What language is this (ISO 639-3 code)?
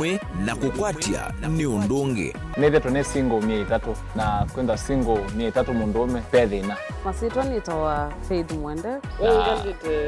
kam